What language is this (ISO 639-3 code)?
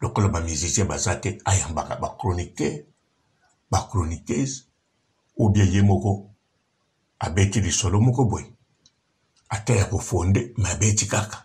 lin